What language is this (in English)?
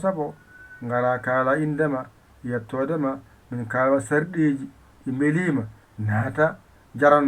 Fula